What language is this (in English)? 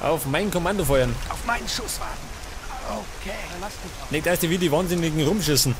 Bavarian